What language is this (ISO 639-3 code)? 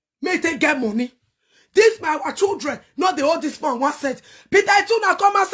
pcm